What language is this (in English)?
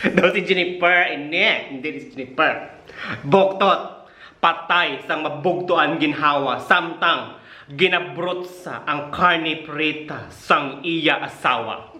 Hiligaynon